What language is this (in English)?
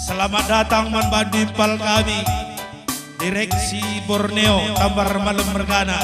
Batak Karo